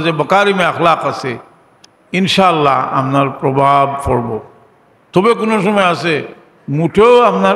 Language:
Sylheti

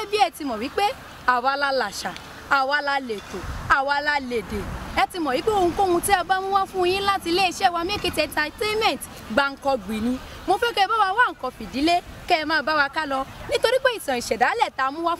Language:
Yoruba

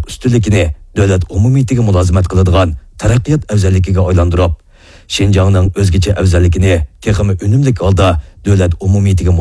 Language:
Uyghur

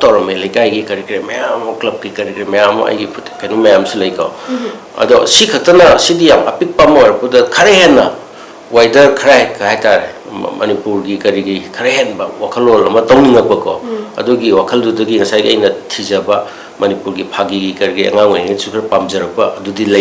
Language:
Manipuri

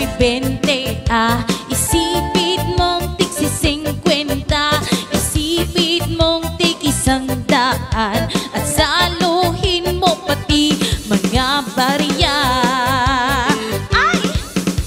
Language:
Filipino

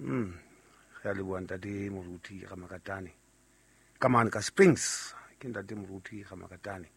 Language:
Southern Sotho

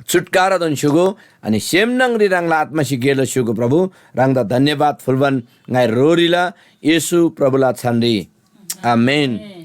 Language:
Eastern Tamang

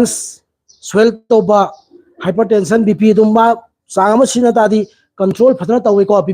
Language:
Manipuri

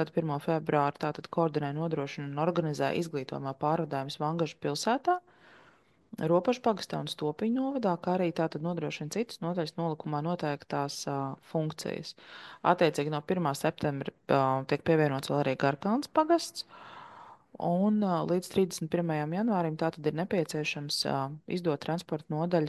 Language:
Latvian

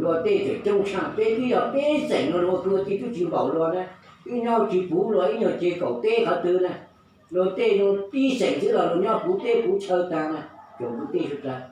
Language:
Hmong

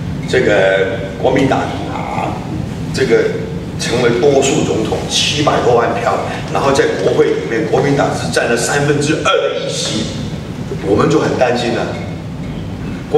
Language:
Chinese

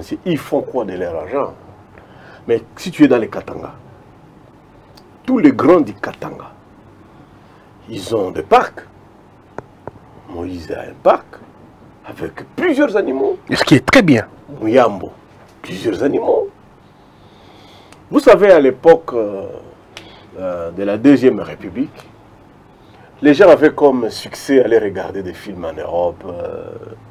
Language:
French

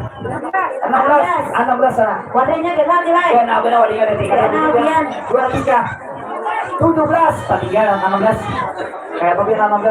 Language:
Banjar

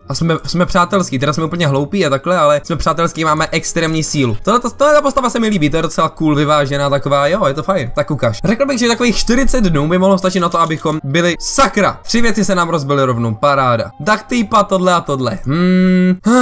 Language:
Czech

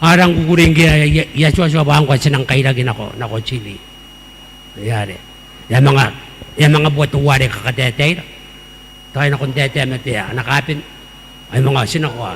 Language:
Gilbertese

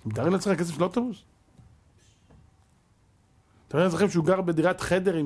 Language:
Hebrew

